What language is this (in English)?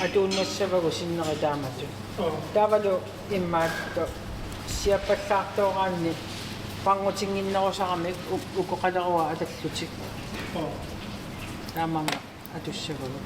Kalaallisut